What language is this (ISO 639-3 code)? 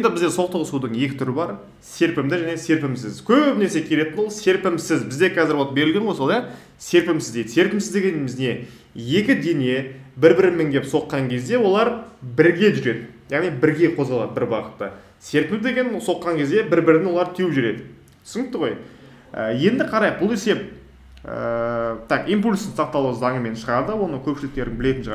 kaz